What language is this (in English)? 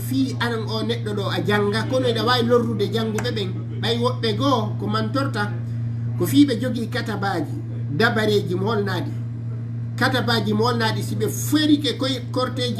Fula